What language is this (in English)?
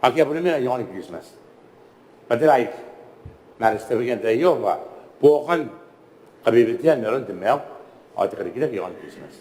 Gilbertese